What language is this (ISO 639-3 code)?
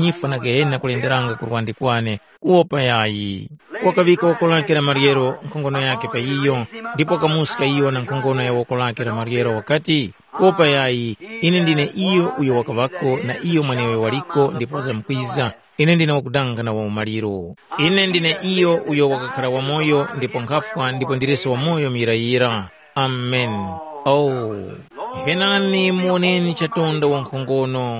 tum